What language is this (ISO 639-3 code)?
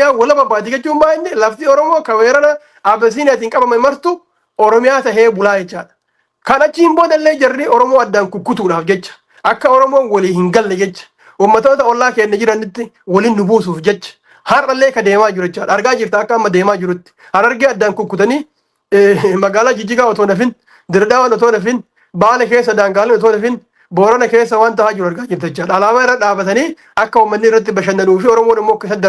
orm